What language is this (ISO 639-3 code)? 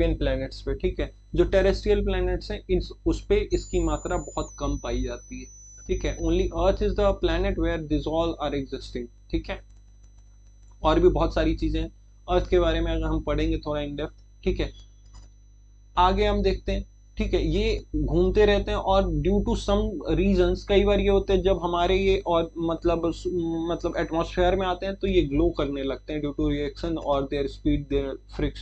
hin